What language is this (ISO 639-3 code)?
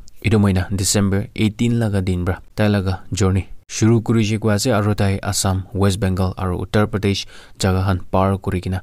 nag